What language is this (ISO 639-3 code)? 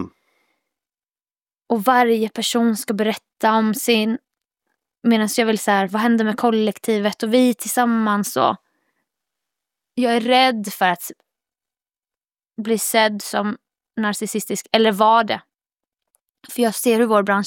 swe